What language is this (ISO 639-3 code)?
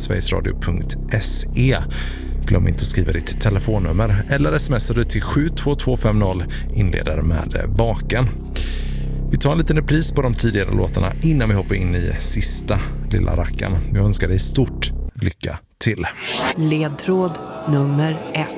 swe